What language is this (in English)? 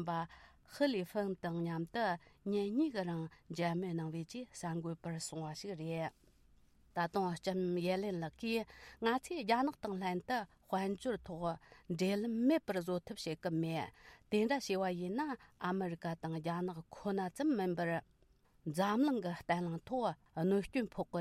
Tibetan